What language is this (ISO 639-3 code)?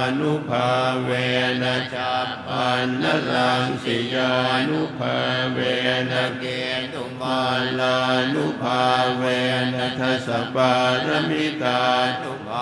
pli